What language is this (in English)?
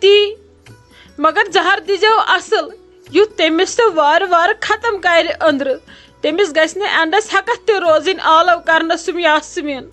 Kashmiri